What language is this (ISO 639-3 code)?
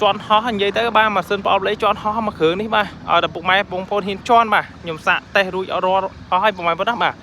khm